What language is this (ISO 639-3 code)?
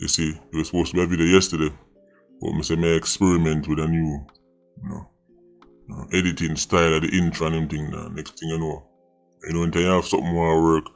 jam